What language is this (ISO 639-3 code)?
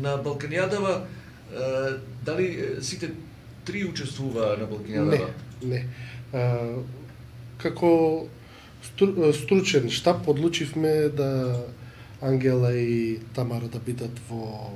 mkd